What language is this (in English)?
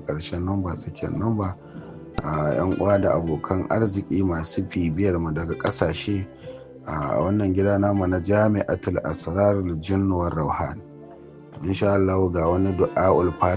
Hausa